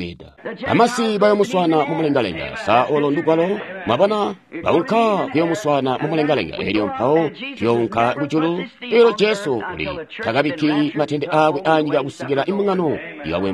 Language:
Tonga (Zambia)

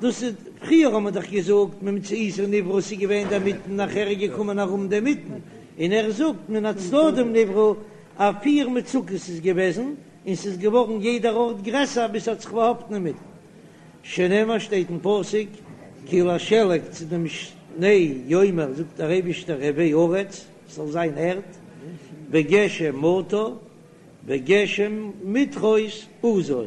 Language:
Yiddish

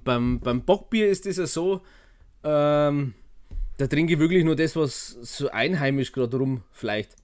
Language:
Bavarian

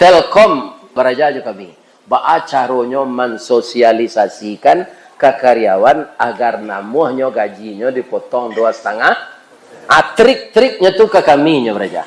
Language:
Minangkabau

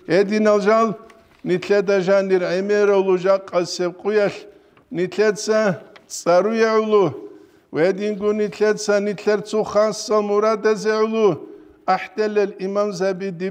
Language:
Avaric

